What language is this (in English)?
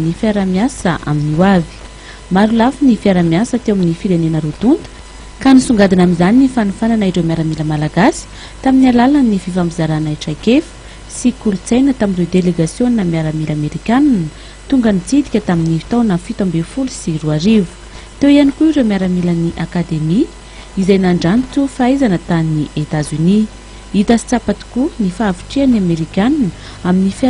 Malagasy